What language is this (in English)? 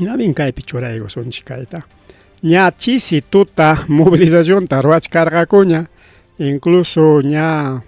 Ayacucho Quechua